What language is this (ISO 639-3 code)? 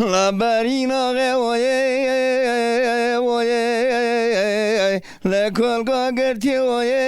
zza